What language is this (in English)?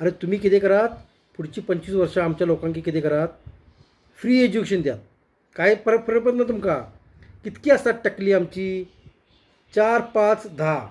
Konkani